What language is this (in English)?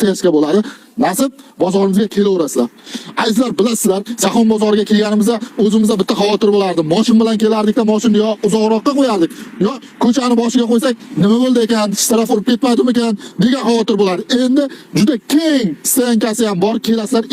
Uzbek